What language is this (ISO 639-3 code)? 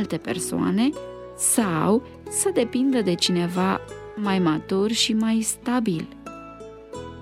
ron